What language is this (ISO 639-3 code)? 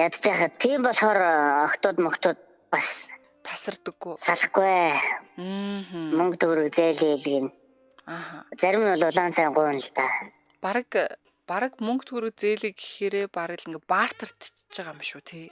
mon